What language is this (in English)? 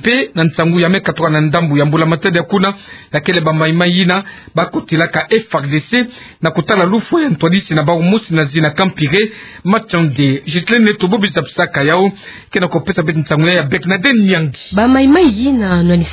Kituba (Democratic Republic of Congo)